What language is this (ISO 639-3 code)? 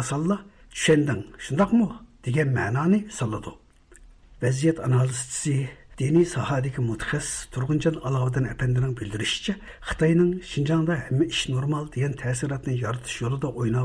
uig